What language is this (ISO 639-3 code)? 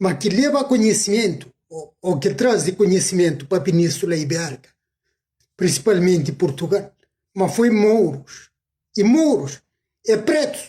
kea